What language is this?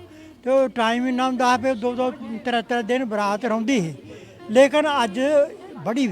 Dogri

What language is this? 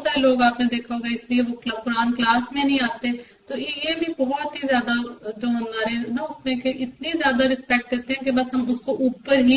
Urdu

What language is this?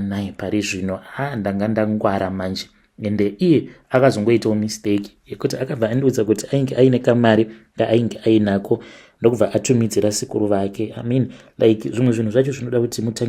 Shona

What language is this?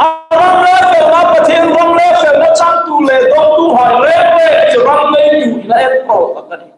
Hmar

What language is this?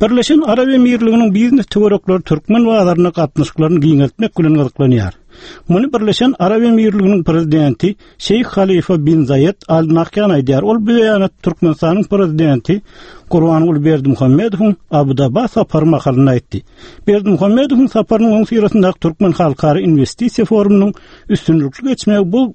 Turkmen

